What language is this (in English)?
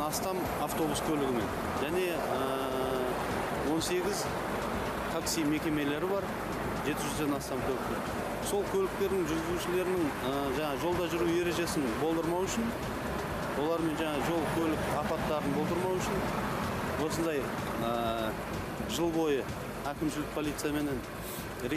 Kazakh